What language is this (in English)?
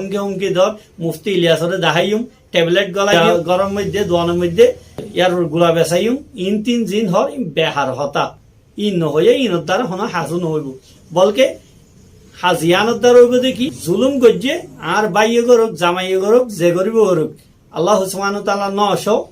Rohingya